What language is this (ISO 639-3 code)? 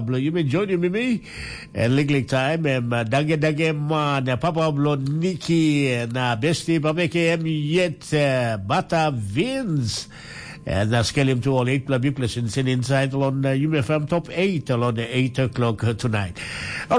tpi